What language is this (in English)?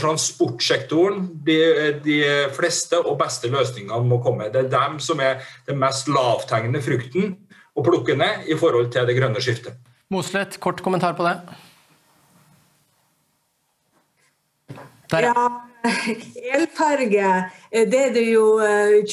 Norwegian